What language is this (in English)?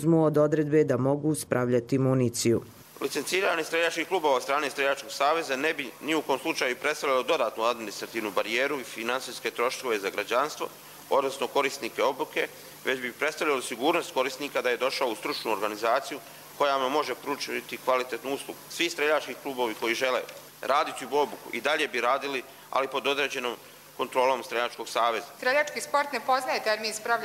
Croatian